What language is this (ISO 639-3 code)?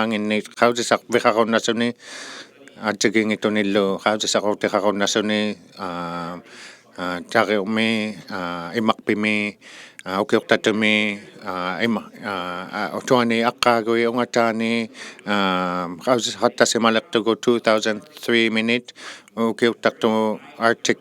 iku